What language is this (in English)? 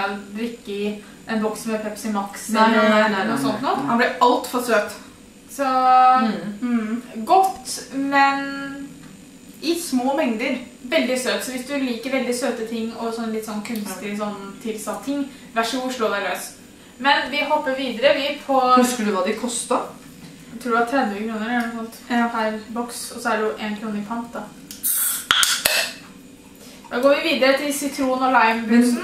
Norwegian